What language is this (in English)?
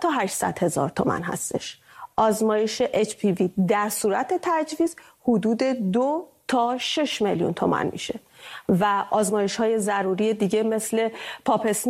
Persian